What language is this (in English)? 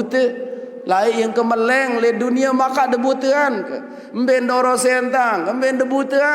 Sasak